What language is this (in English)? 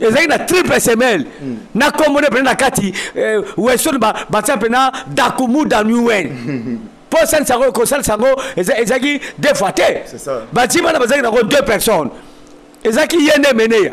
Lingala